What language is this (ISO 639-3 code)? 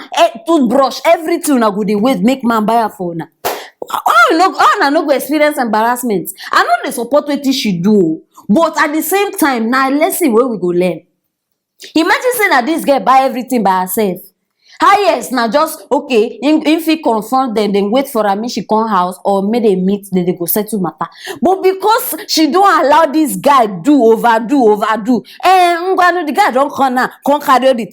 pcm